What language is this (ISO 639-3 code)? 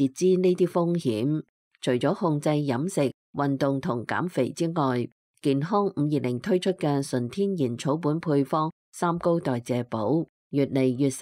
yue